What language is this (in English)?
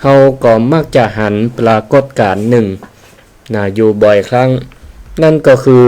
Northern Thai